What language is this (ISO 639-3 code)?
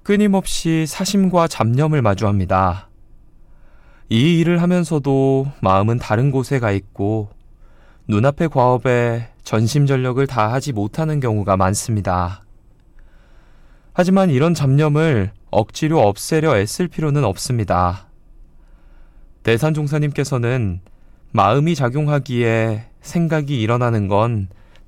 kor